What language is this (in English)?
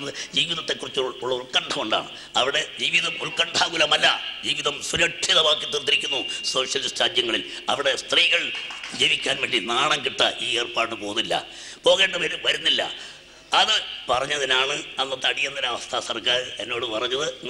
Malayalam